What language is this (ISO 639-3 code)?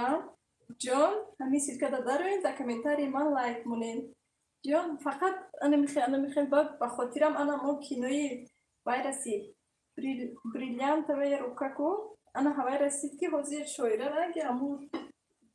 tgk